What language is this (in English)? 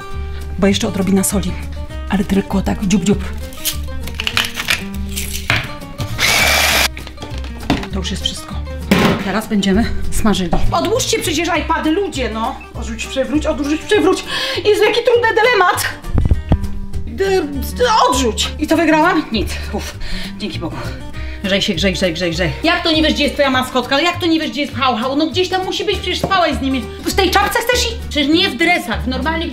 Polish